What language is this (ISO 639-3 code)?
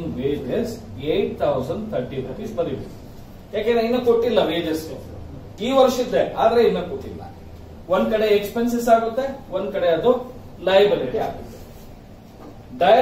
kan